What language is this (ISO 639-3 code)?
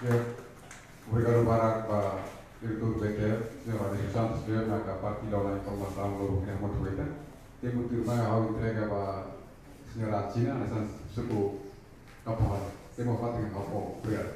tet